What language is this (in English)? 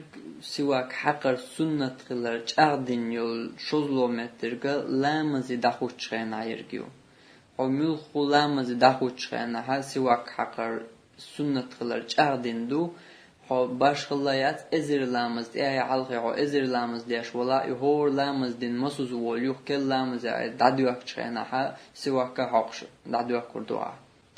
Chechen